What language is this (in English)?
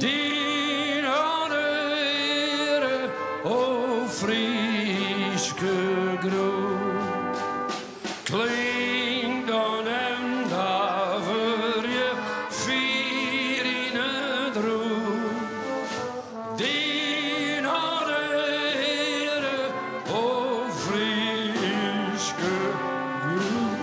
Western Frisian